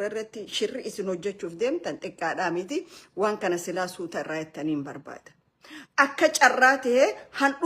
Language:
Oromo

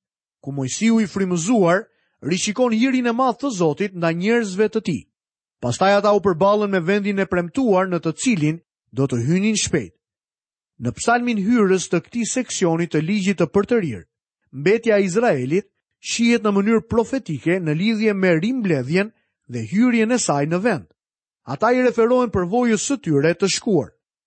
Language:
Albanian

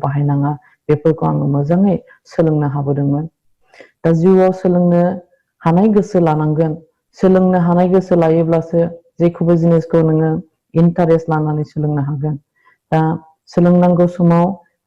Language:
Bodo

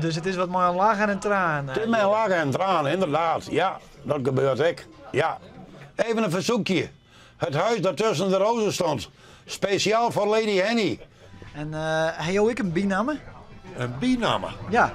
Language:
Western Frisian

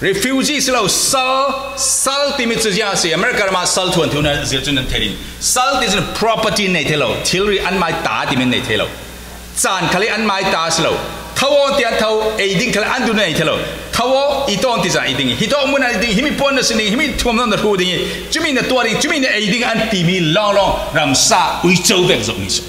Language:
Falam Chin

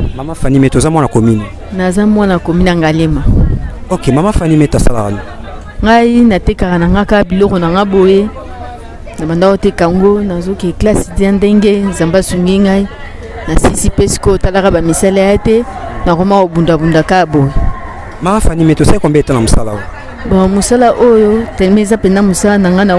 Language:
Lingala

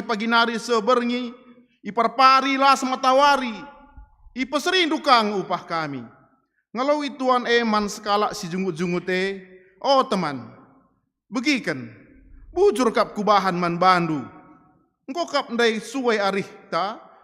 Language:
Batak Karo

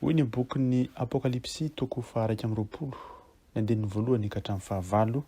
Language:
Malagasy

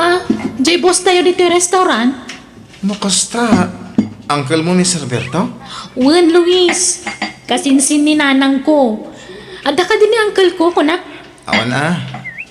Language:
Iloko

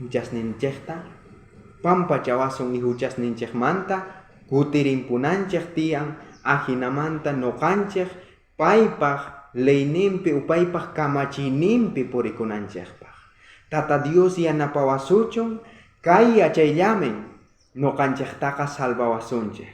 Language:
South Bolivian Quechua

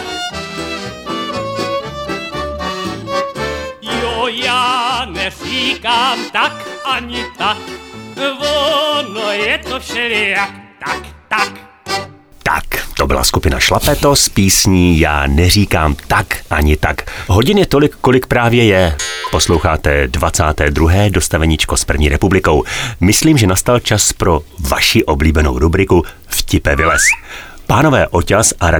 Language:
Czech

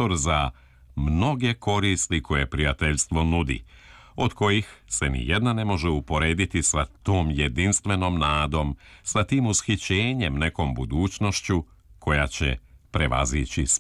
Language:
Serbian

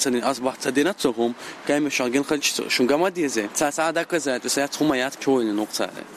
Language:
Chechen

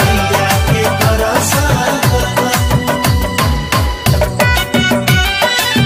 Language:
Bhojpuri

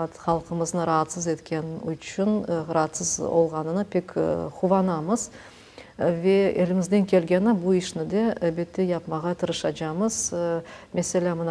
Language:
Crimean Tatar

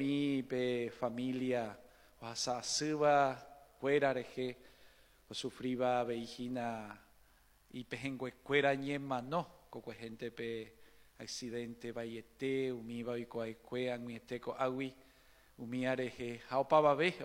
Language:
Guarani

